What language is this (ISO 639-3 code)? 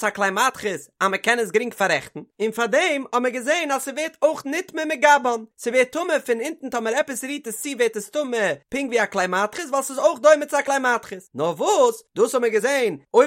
yid